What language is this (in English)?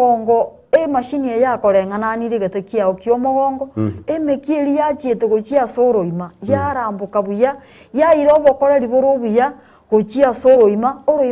Gusii